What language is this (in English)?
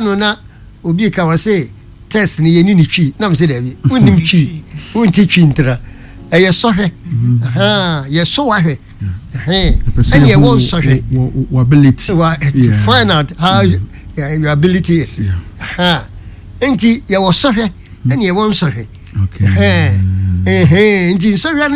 Akan